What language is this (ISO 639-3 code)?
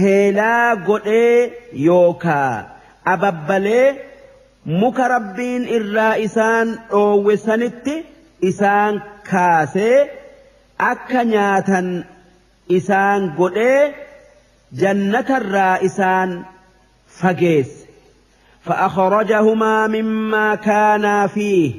orm